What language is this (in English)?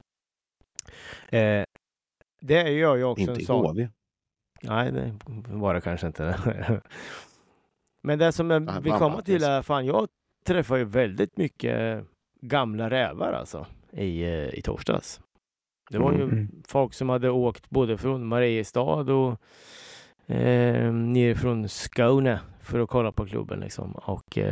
Swedish